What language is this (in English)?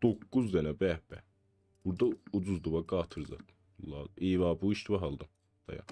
South Azerbaijani